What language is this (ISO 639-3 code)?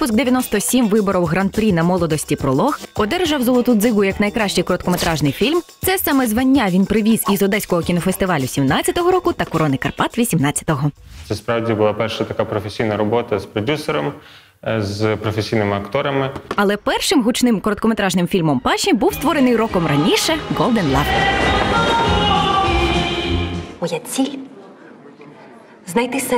ukr